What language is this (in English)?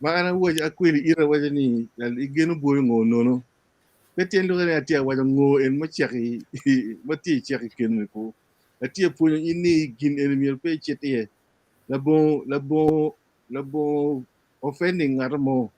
Acoli